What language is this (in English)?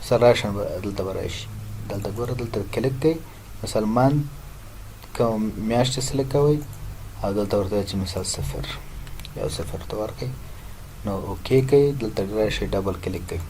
Pashto